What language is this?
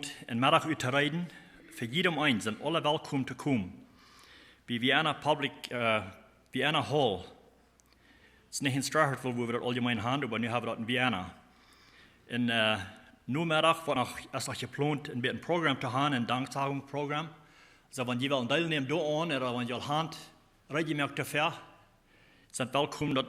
Plautdietsch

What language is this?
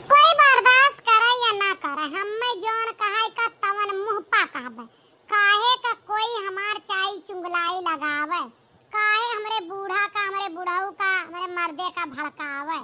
Awadhi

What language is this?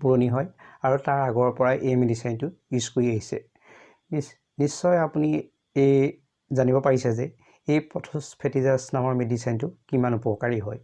Assamese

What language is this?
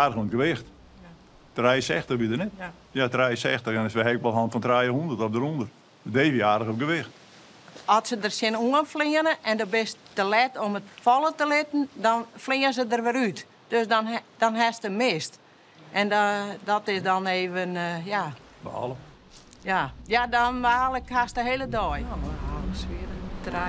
Western Frisian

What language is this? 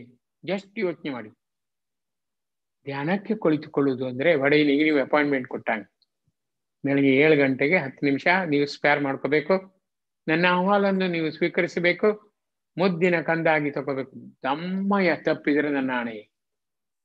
Kannada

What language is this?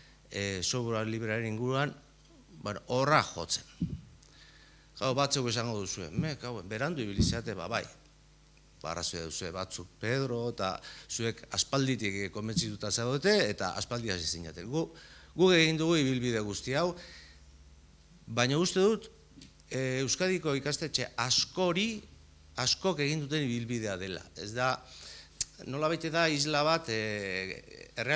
Basque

